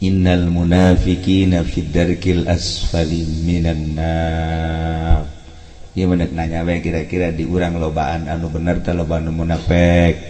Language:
Sundanese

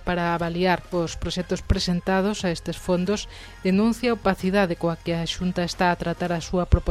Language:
Galician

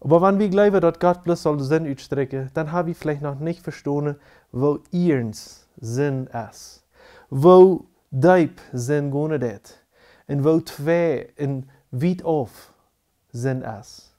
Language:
Plautdietsch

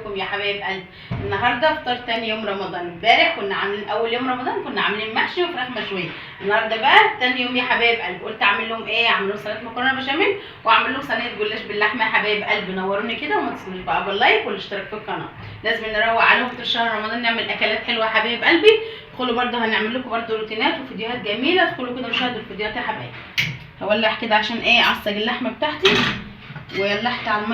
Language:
Egyptian Arabic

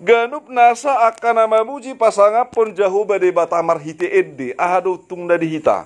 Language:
Batak Toba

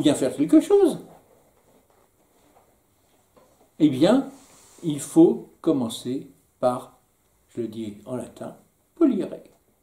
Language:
French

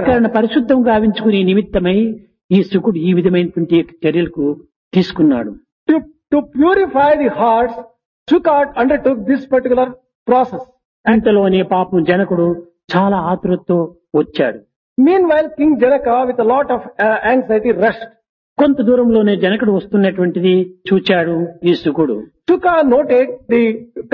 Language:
Telugu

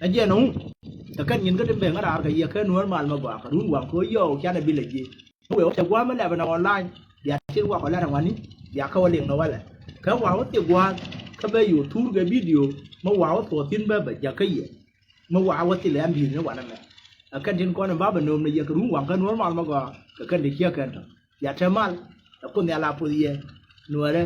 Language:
Nuer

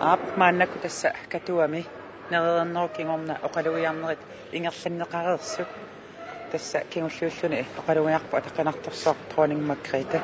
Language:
Kalaallisut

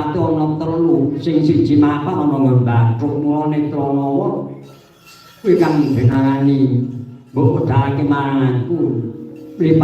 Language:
Javanese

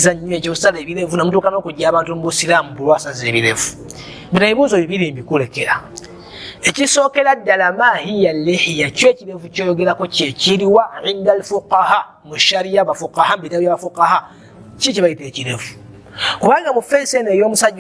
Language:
Ganda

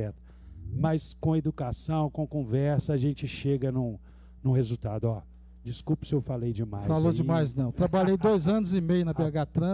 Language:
Portuguese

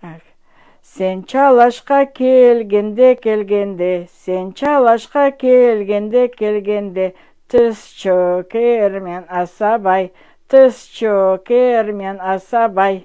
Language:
Crimean Tatar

